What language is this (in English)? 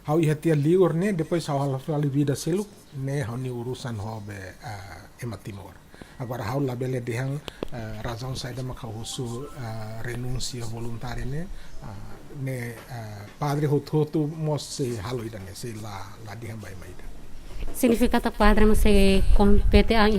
Tetum